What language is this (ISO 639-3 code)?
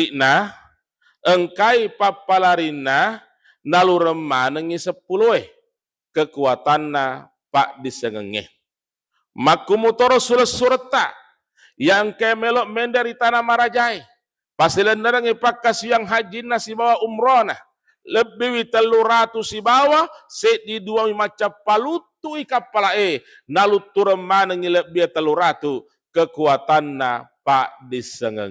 bug